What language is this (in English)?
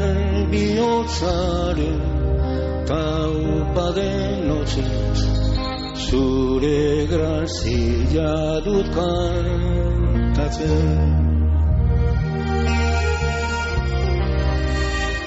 Basque